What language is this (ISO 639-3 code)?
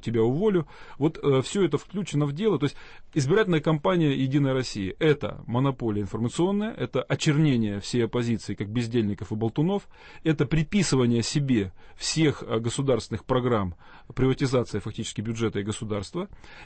rus